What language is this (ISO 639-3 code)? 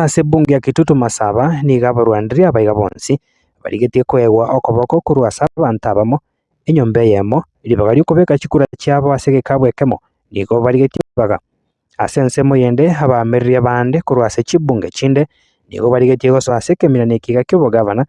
guz